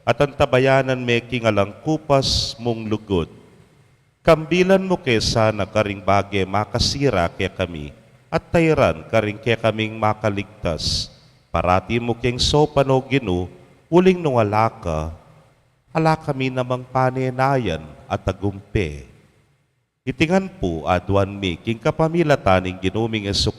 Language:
Pampanga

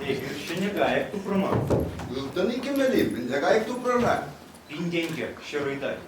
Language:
Chuvash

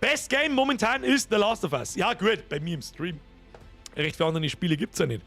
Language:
Bavarian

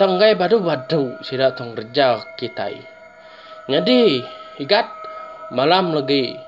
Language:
Iban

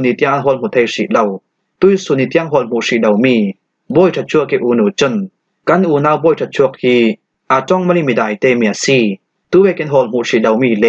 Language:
Falam Chin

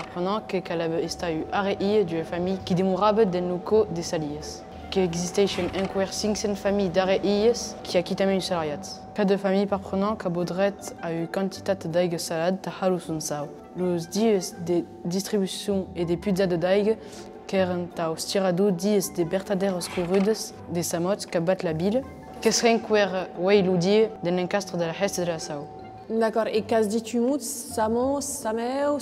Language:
Occitan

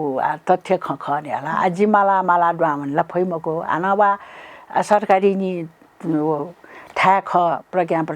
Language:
Newari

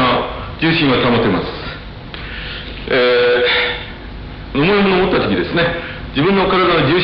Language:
Japanese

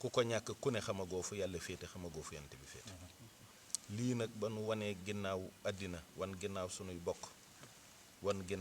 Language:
Wolof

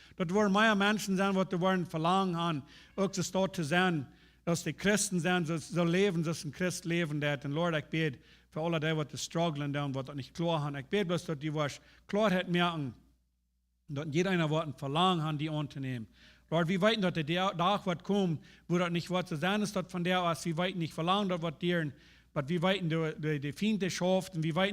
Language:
Plautdietsch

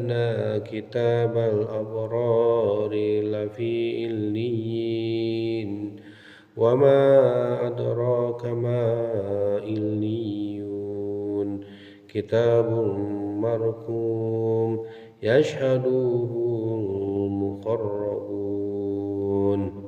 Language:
Sundanese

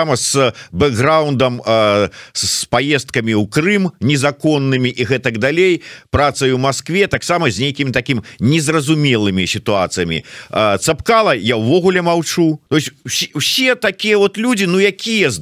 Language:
Belarusian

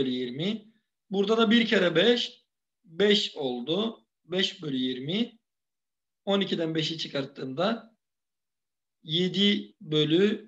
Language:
Turkish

